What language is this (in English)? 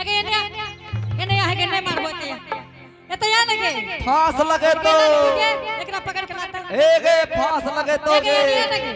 Angika